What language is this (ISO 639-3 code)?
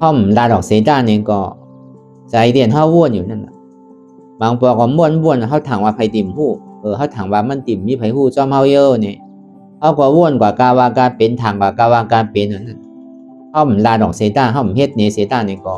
shn